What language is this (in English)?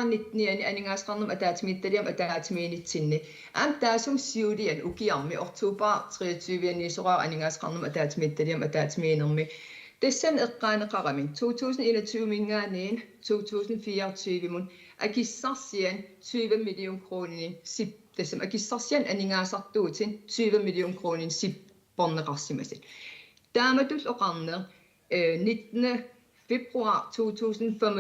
Kalaallisut